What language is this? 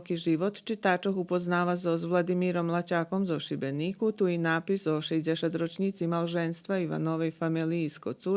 Rusyn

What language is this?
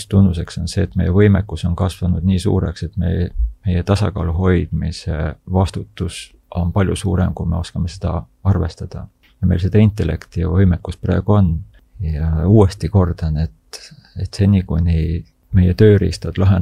Estonian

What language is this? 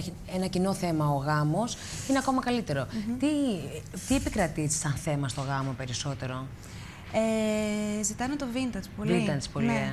Greek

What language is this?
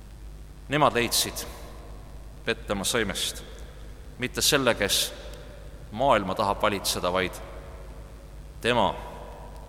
Estonian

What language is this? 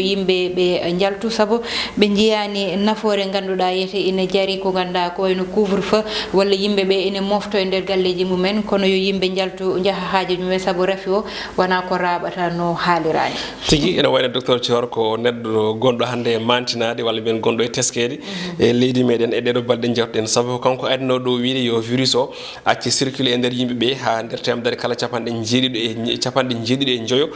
Fula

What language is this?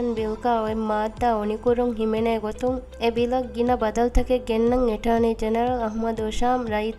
Divehi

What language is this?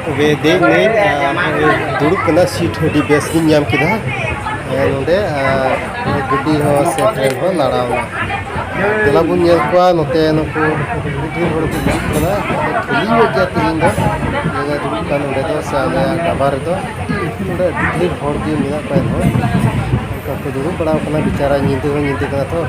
Santali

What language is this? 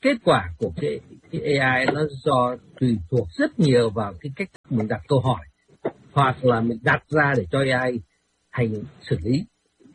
Vietnamese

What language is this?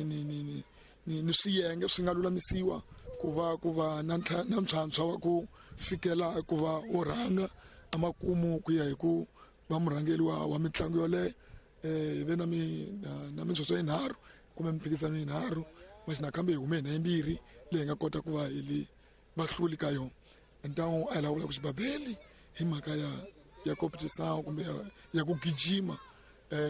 Tsonga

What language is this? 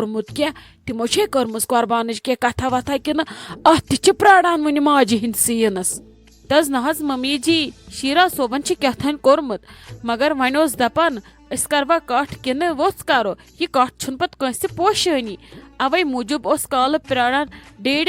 Kashmiri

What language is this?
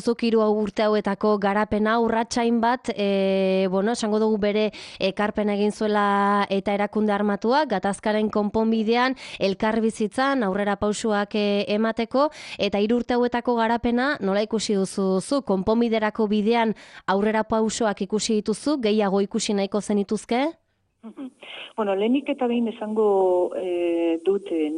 Basque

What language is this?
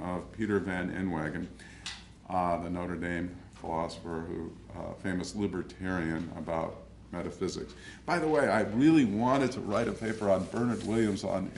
English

